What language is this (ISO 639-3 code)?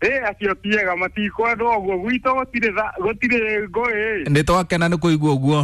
kik